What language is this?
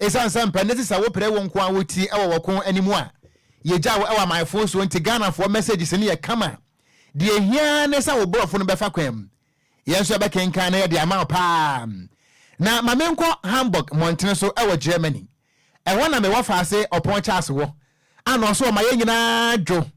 Akan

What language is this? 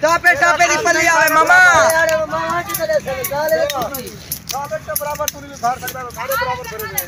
Saraiki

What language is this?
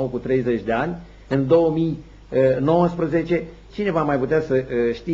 Romanian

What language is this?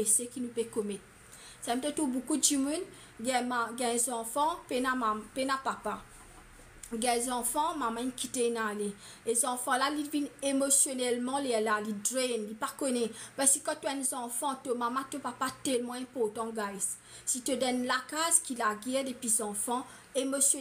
Morisyen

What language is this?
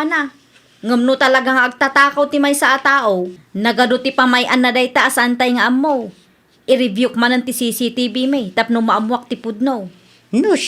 Iloko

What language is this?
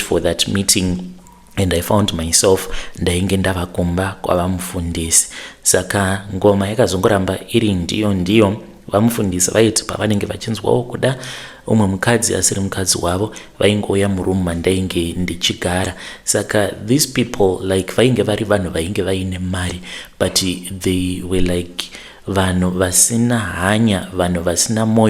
Shona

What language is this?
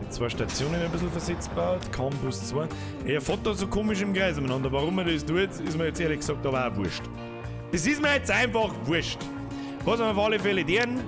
Bavarian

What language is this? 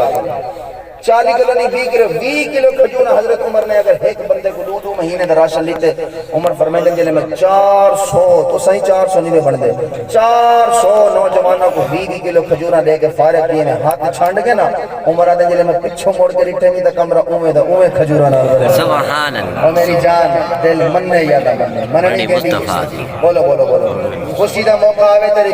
Saraiki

